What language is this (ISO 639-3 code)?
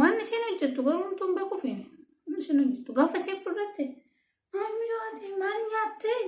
orm